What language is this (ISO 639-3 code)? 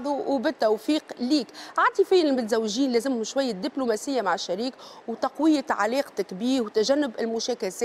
aeb